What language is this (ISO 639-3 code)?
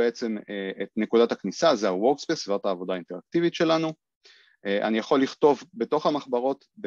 heb